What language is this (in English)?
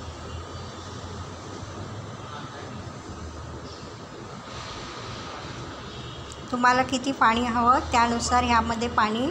Marathi